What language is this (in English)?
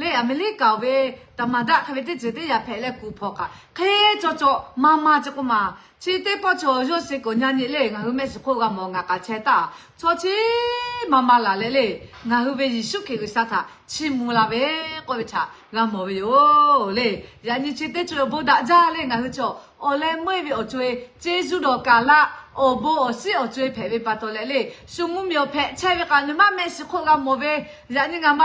Lahu